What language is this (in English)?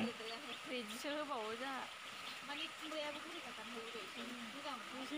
Bodo